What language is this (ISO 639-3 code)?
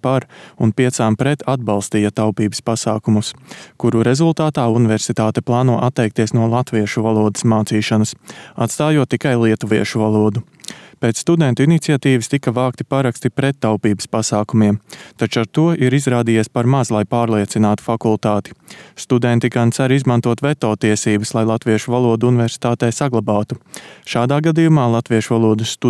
lav